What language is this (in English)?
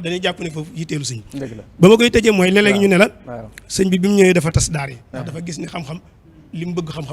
Wolof